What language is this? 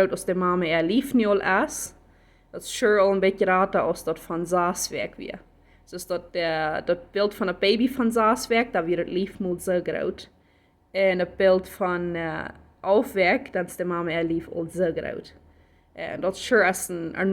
Plautdietsch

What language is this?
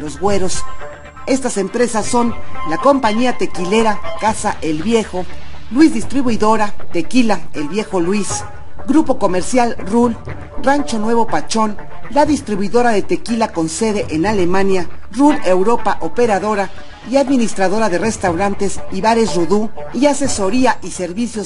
Spanish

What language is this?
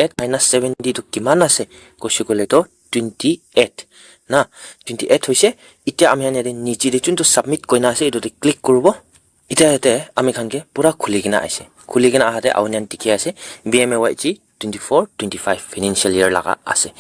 Naga Pidgin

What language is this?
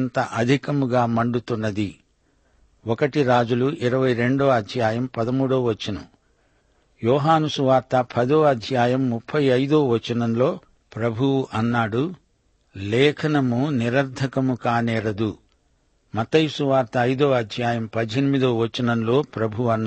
Telugu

